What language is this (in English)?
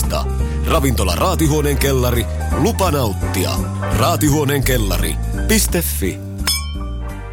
Finnish